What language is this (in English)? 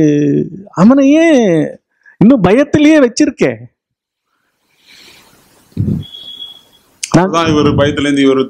Tamil